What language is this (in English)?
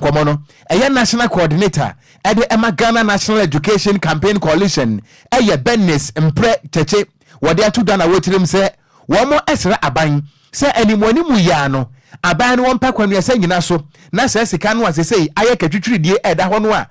Akan